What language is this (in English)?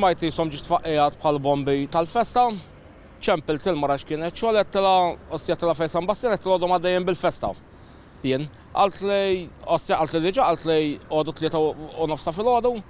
Maltese